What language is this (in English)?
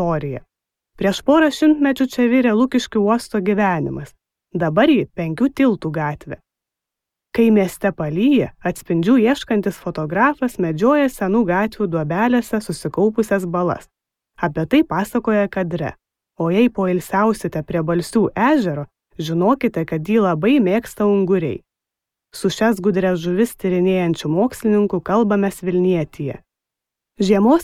Lithuanian